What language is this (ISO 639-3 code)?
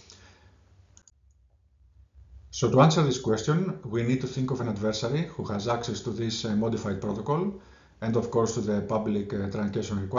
eng